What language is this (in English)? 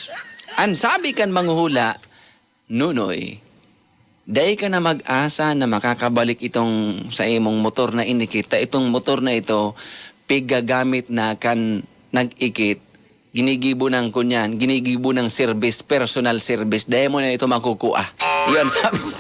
Bikol